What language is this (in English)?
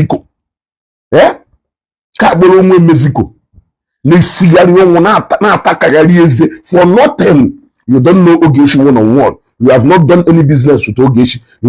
Igbo